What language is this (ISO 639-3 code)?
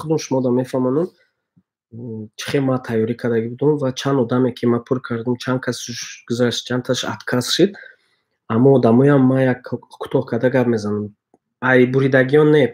tgk